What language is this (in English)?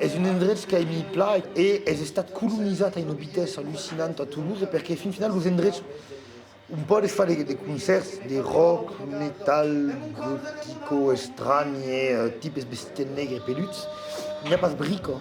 Occitan